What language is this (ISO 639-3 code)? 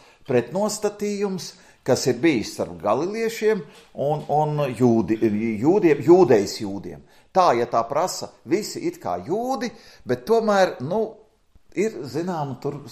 lav